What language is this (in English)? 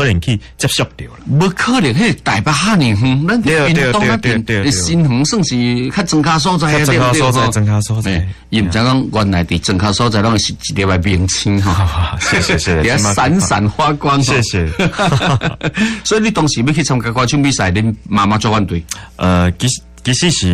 Min Nan Chinese